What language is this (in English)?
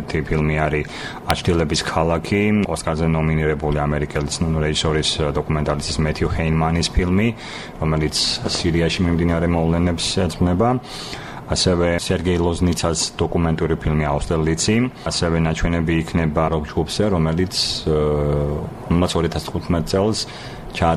Georgian